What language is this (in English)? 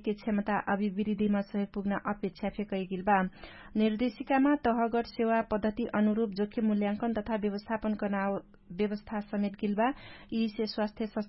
Dangaura Tharu